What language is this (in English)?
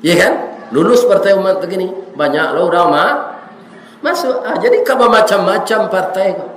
Minangkabau